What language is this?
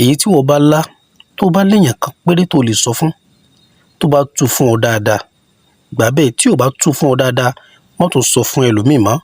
Yoruba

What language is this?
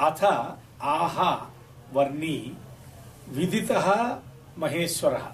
Sanskrit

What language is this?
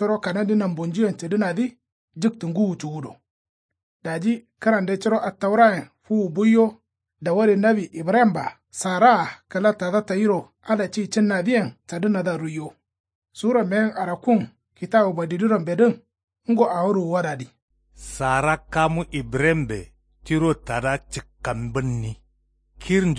Kanuri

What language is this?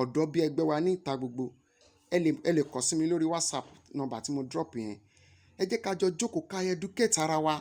Yoruba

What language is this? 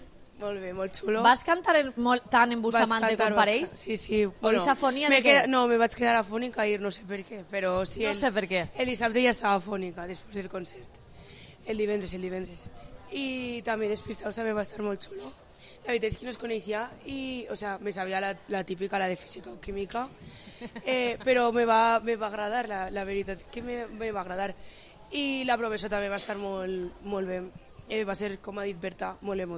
Catalan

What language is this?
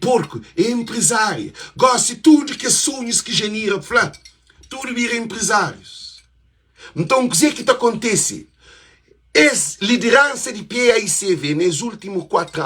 Kabuverdianu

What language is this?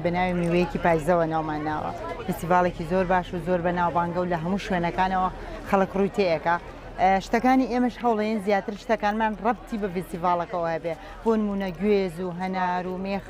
Central Kurdish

